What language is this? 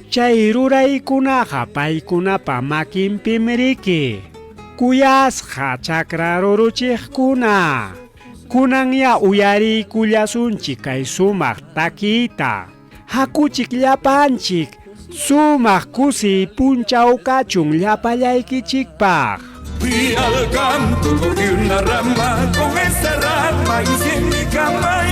Ayacucho Quechua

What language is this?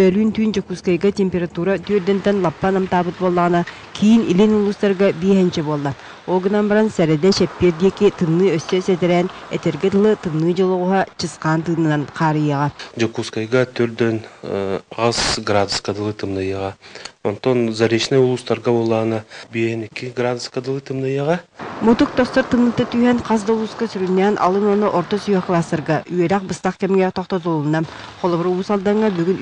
Yakut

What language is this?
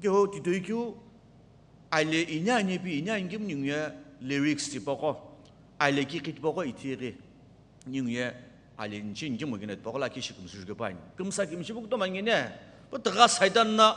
Sumi Naga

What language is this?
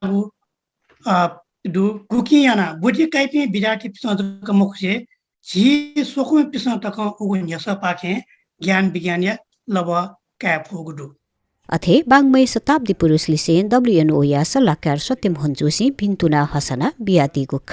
Newari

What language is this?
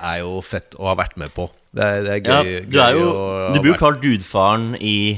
Norwegian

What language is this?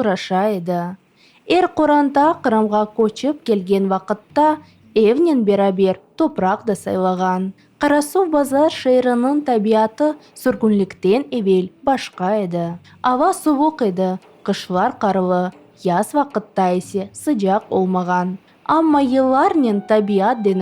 Crimean Tatar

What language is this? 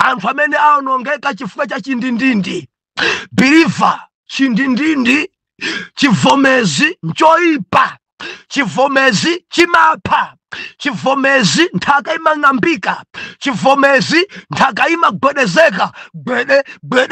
Nyanja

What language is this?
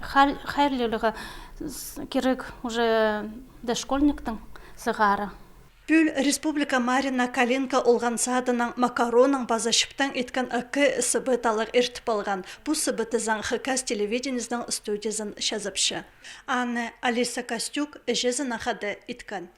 Khakas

